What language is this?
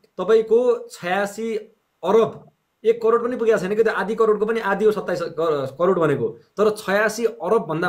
Nepali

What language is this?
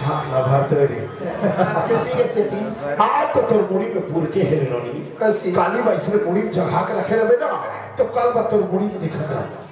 Chhattisgarhi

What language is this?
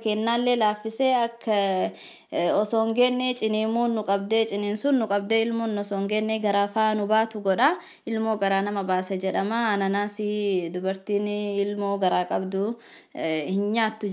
Oromo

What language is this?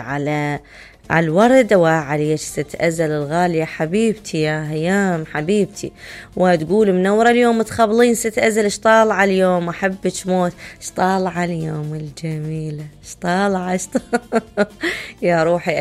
Mesopotamian Arabic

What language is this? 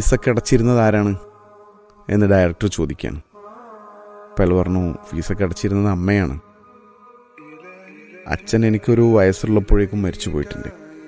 Malayalam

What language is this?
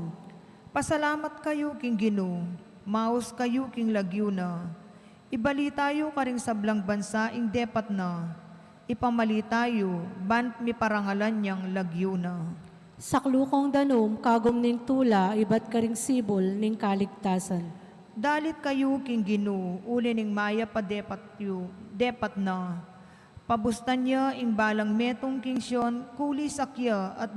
Pampanga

